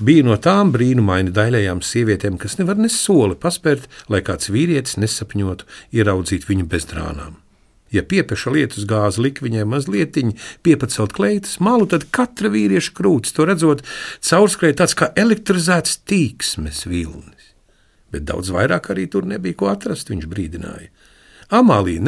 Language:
Latvian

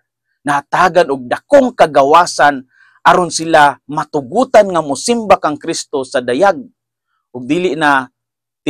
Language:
Cebuano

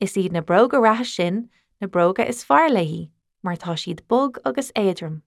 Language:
Irish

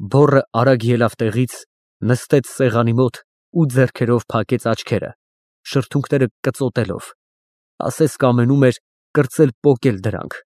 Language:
Armenian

